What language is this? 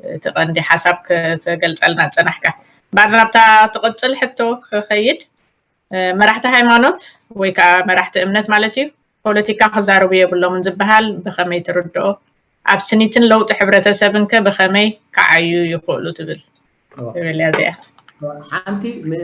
Tigrinya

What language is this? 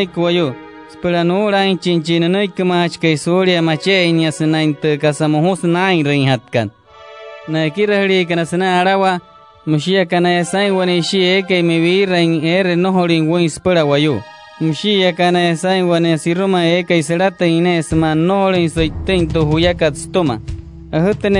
Wayuu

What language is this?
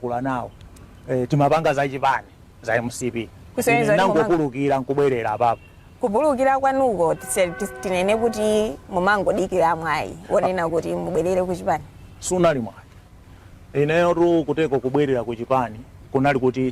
Nyanja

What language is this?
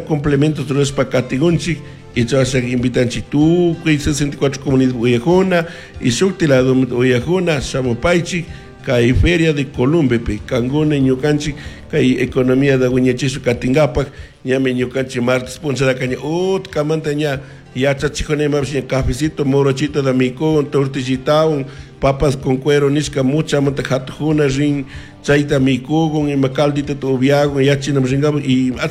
Chimborazo Highland Quichua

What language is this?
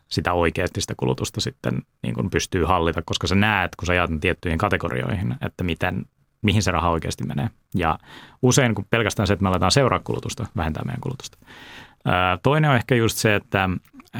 Finnish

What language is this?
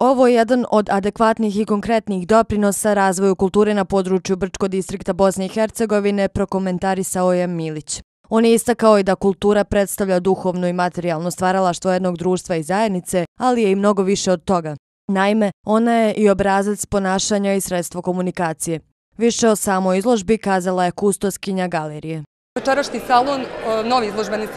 Bosnian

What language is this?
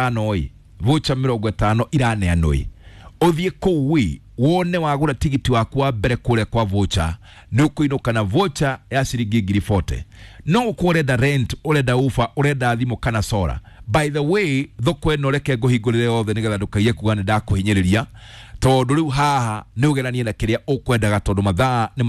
Kikuyu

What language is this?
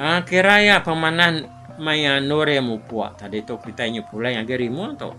Iban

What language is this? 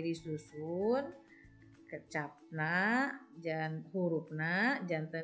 Sundanese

